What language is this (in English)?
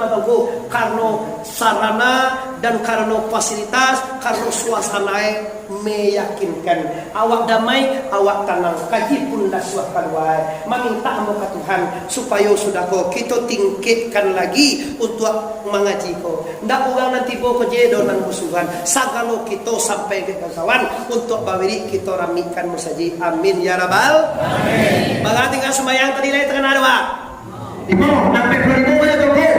Minangkabau